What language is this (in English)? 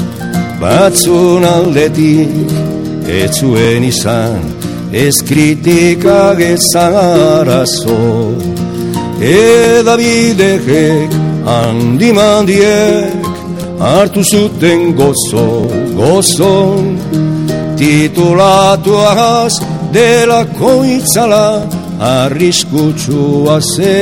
Basque